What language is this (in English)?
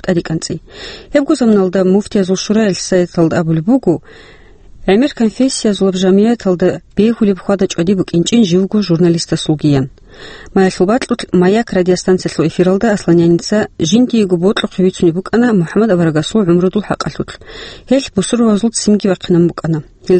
Avaric